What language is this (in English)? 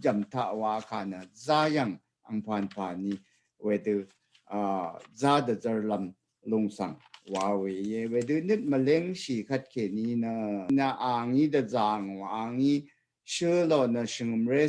Rawang